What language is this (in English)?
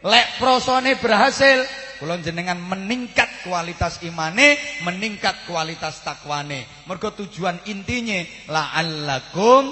Javanese